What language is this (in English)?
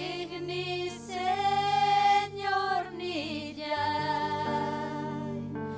Ayacucho Quechua